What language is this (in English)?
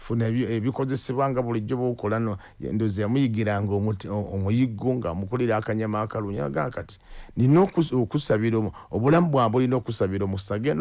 Ganda